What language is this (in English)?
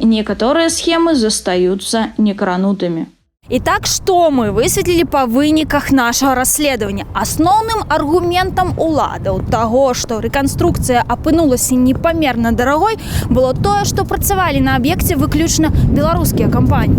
Belarusian